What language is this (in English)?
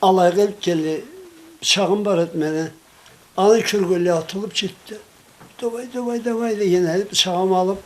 Karachay-Balkar